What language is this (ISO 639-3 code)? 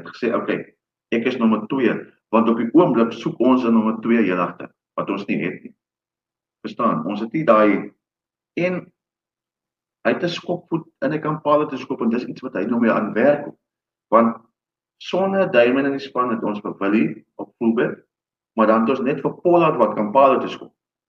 afr